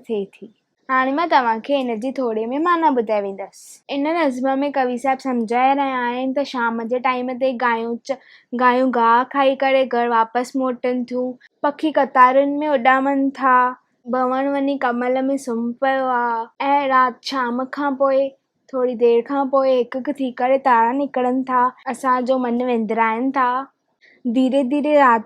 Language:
Sindhi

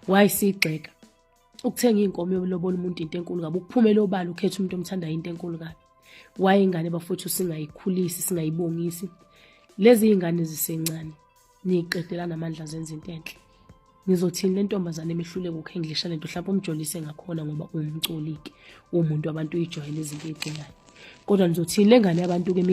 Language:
Zulu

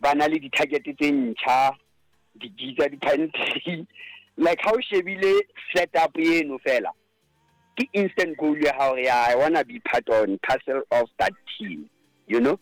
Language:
Southern Sotho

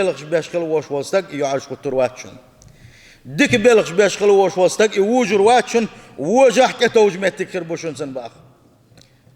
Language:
Chechen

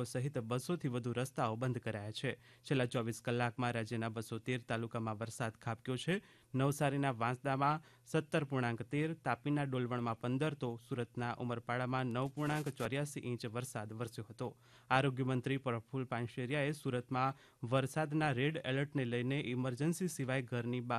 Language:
Gujarati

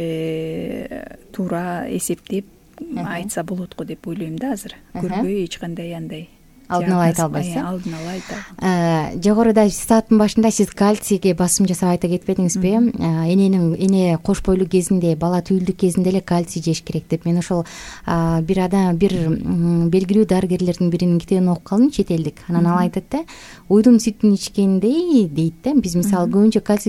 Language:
Kyrgyz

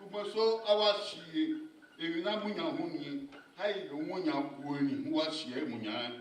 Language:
Bini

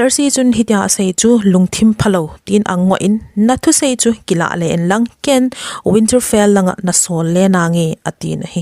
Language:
Thado Chin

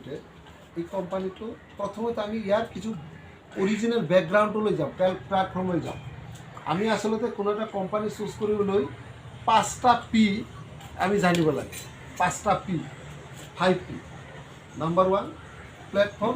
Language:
Assamese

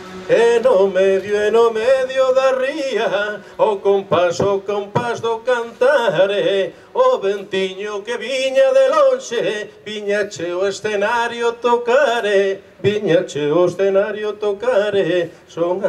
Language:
Galician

